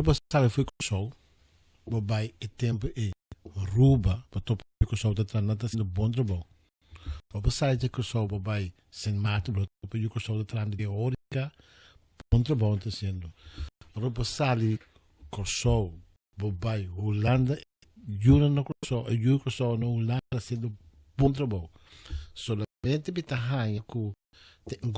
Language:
Papiamento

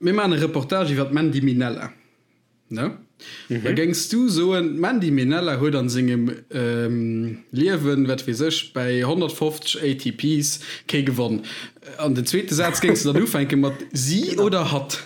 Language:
Luxembourgish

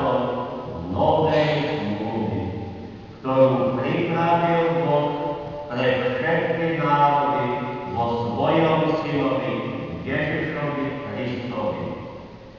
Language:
Slovak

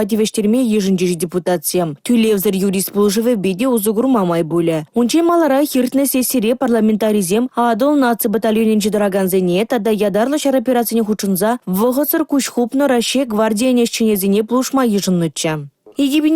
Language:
Chuvash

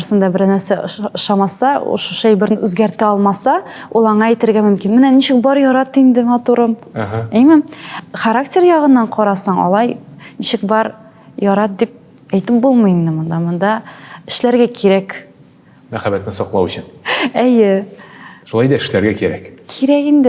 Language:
Tatar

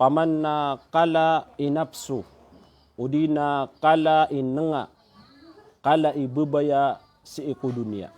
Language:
Maranao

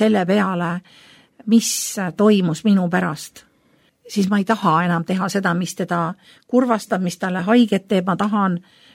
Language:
Estonian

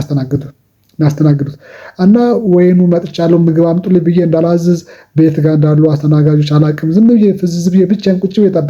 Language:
Amharic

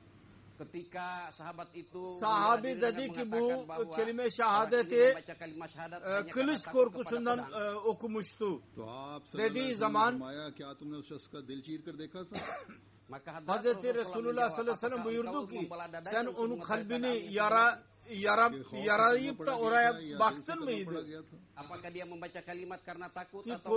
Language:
Turkish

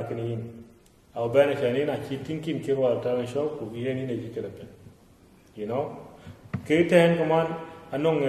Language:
Dinka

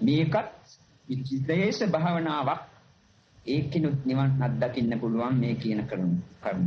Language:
Sinhala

